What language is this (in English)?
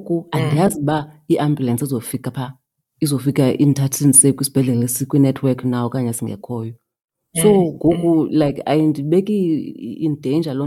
Xhosa